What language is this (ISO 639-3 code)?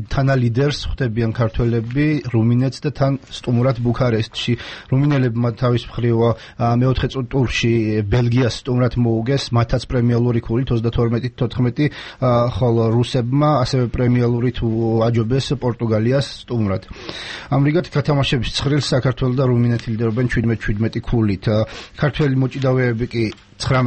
kat